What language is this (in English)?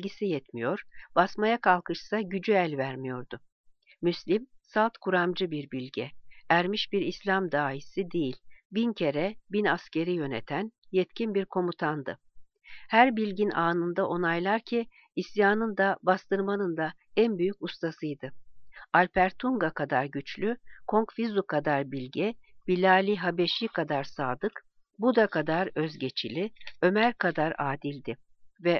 Turkish